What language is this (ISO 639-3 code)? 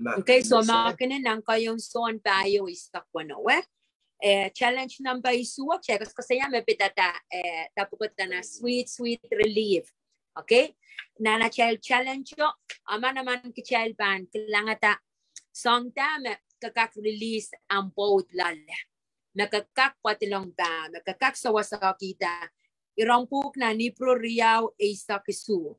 pon